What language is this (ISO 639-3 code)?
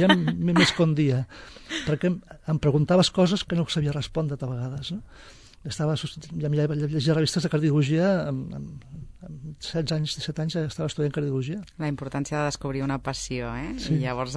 cat